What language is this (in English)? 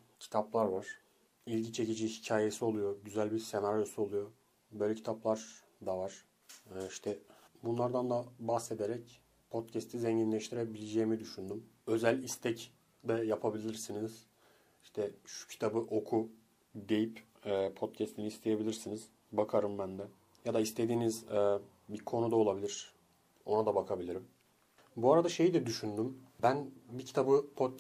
Turkish